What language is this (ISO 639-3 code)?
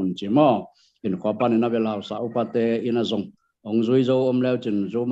ctd